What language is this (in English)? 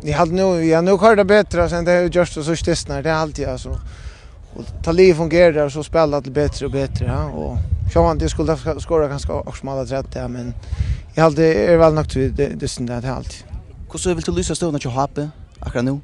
Faroese